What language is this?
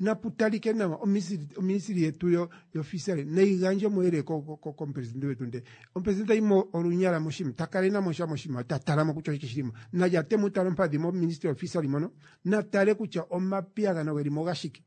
Kuanyama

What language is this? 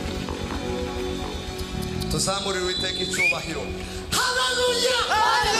Kinyarwanda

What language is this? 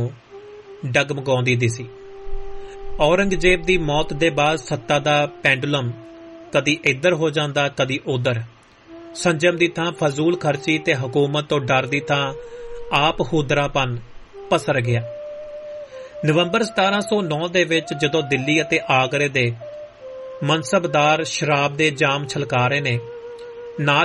Punjabi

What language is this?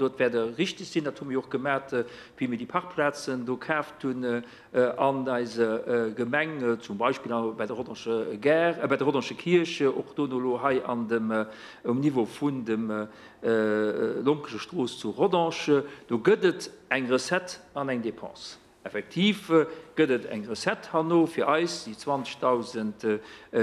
Luxembourgish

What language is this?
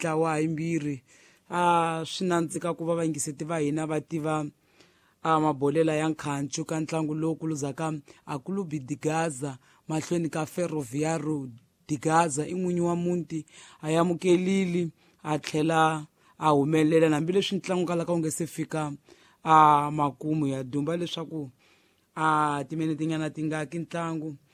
Tsonga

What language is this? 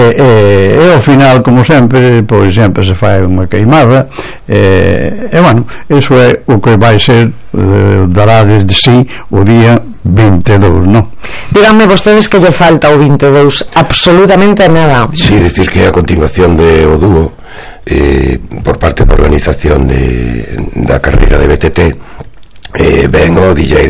Galician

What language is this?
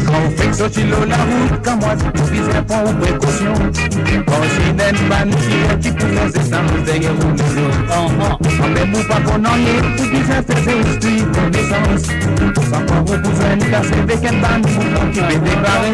Morisyen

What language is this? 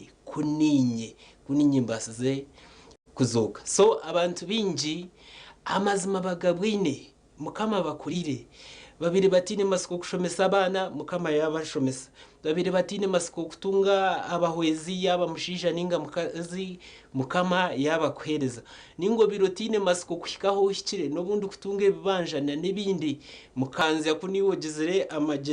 Nyankole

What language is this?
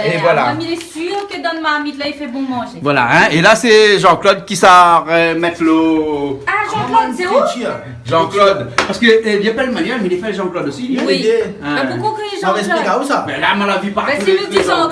Réunion Creole French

